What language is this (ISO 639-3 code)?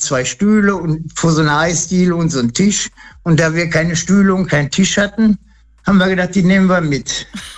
deu